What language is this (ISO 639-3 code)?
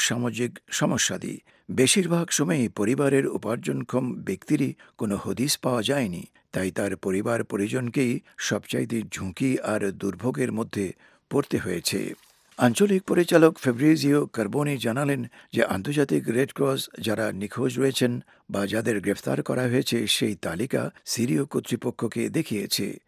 ben